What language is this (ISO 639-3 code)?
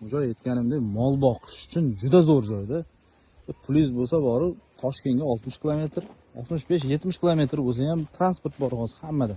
uzb